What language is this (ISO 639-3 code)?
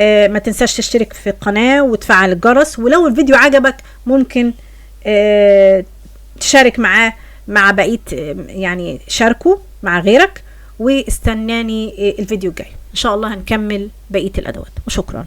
arz